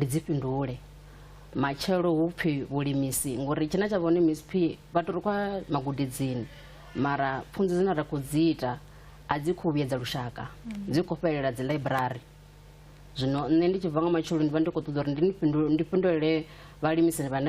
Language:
Venda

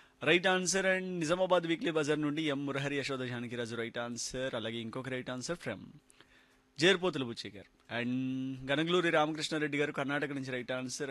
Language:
Telugu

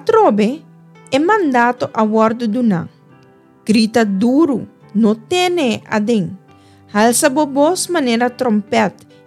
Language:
Papiamento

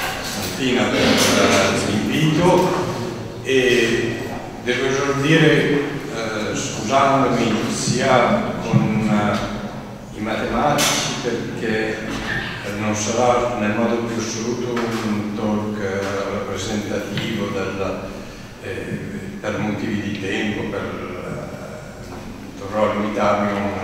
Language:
Italian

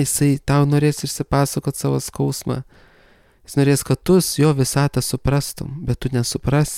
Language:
Lithuanian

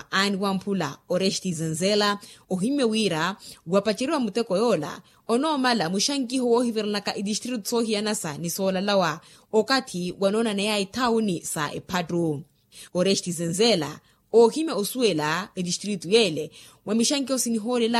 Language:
Makhuwa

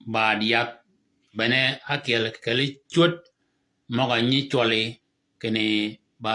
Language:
Shilluk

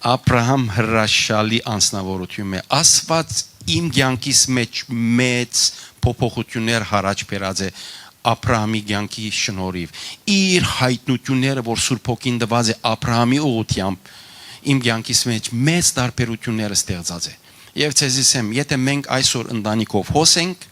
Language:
Western Armenian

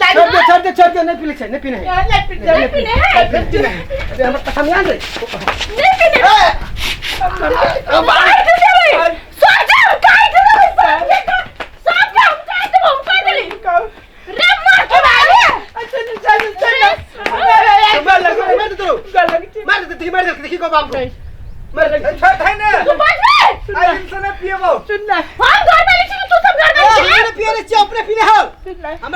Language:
Maithili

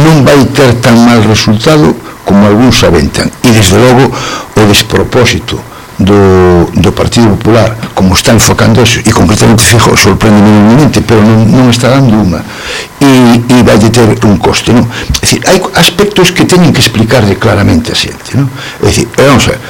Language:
Galician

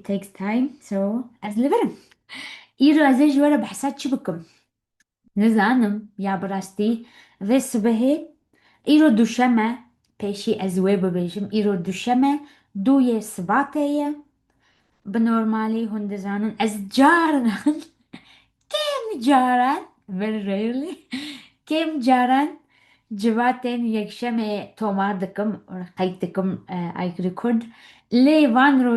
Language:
Kurdish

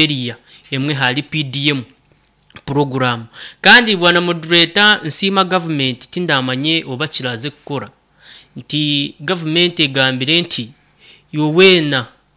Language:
Nyoro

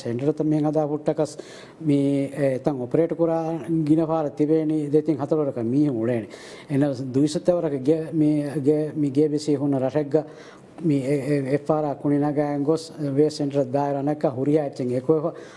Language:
Divehi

